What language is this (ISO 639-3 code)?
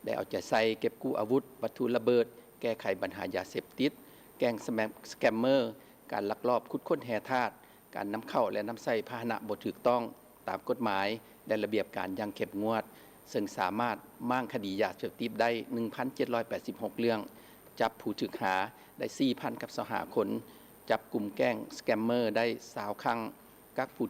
lao